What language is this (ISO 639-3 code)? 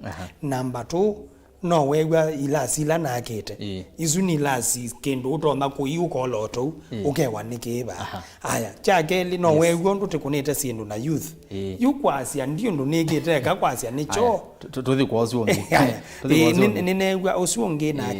kam